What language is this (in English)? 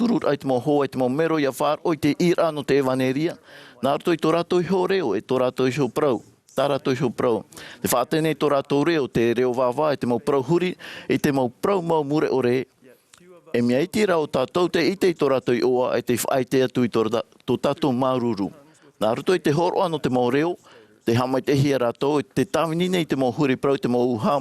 Tahitian